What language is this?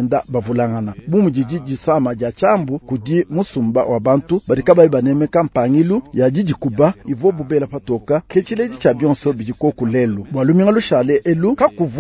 Luba-Lulua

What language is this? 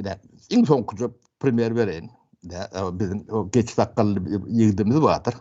Turkmen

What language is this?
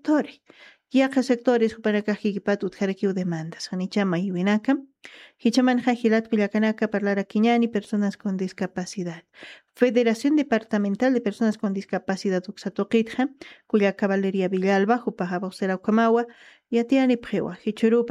Aymara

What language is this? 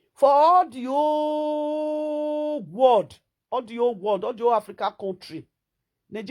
Nigerian Pidgin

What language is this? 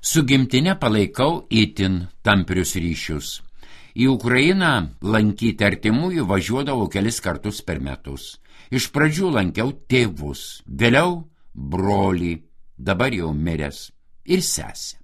Lithuanian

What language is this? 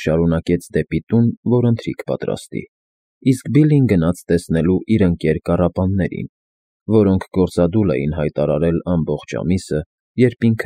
Armenian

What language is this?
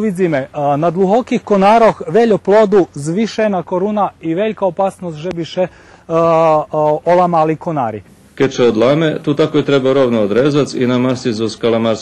Rusyn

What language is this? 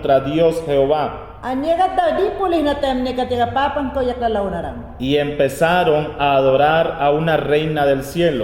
Mayangna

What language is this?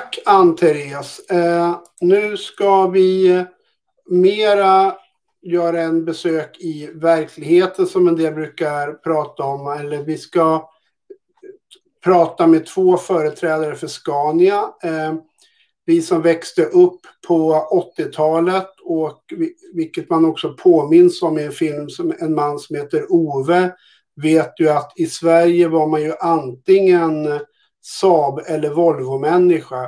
Swedish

